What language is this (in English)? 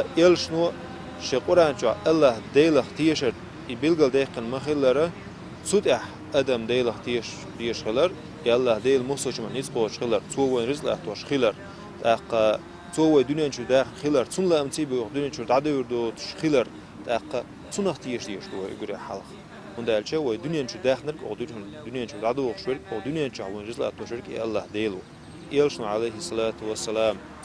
Chechen